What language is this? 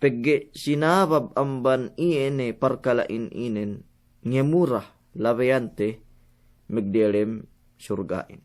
Yakan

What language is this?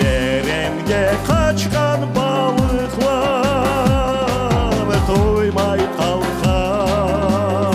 Crimean Tatar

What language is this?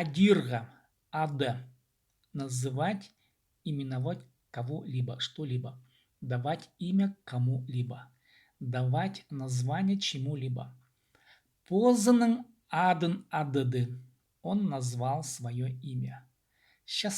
Khakas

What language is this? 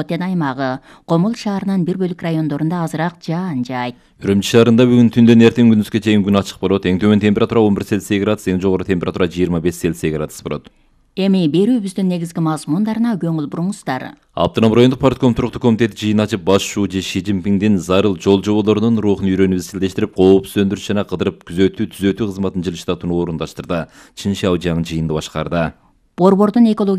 Kyrgyz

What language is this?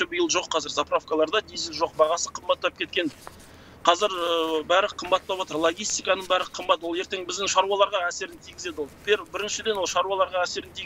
Kazakh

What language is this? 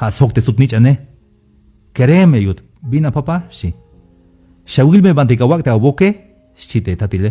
Tzeltal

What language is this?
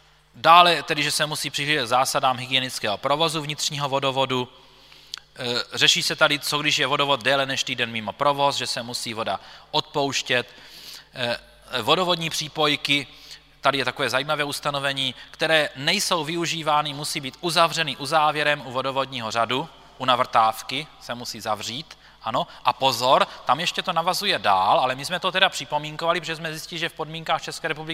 Czech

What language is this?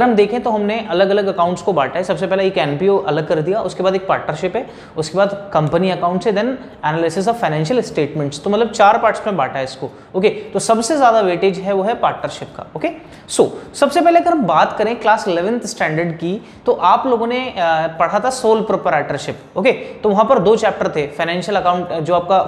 Hindi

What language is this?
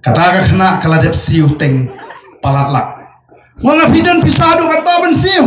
Khasi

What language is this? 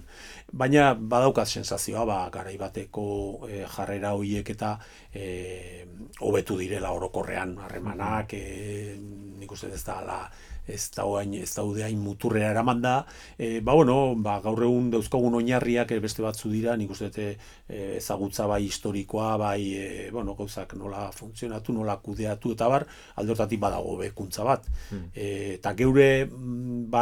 Basque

